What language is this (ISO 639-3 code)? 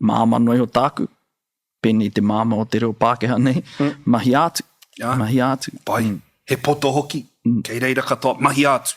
mri